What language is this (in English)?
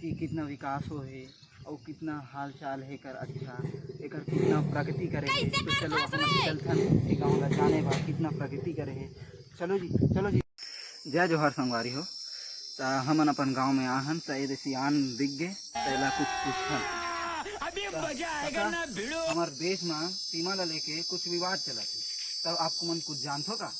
Chhattisgarhi